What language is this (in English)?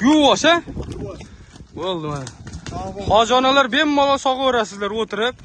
Uzbek